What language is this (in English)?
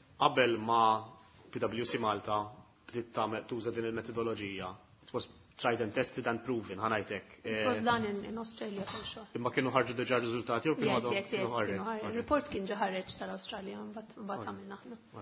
Maltese